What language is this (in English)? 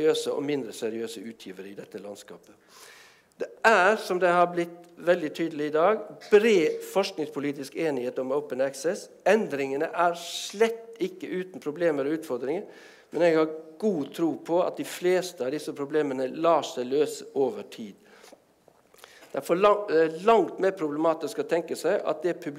Norwegian